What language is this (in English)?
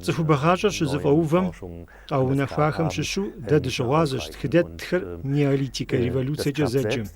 Kabardian